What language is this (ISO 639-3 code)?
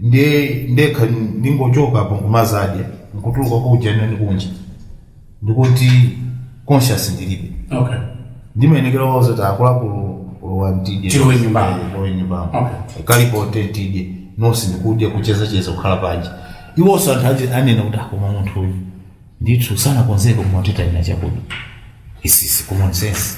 nya